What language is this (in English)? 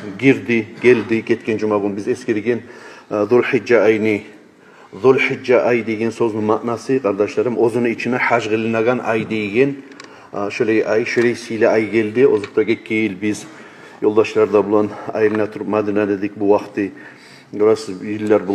Kumyk